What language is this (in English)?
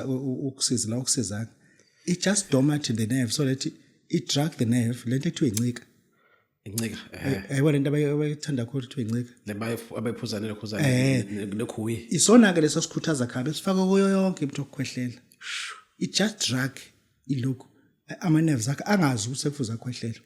Zulu